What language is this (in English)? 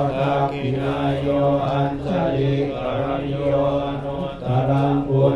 Pali